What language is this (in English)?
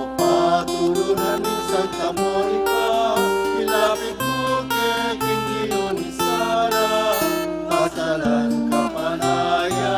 Pampanga